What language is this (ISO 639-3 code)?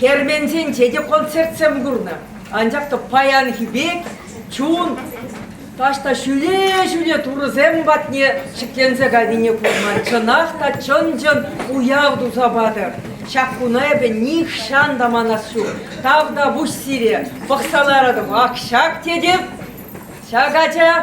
chv